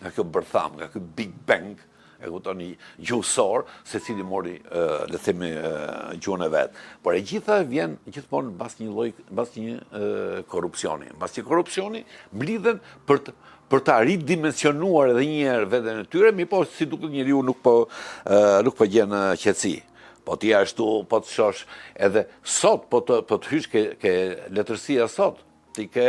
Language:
Albanian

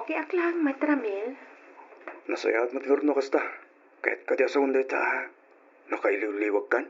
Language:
Iloko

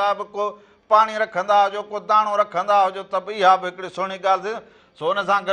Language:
Sindhi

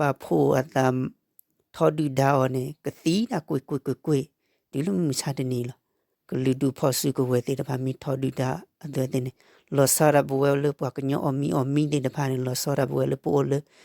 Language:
S'gaw Karen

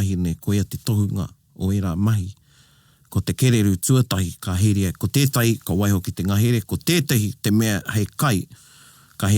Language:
Māori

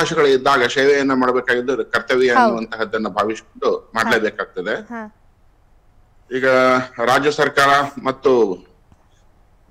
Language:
Kannada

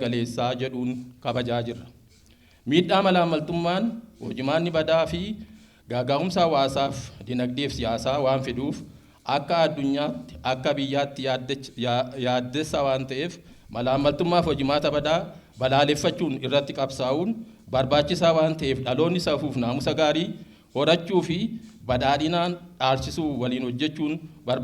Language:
Oromo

